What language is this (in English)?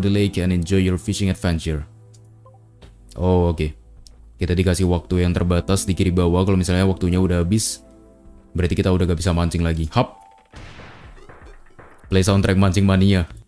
Indonesian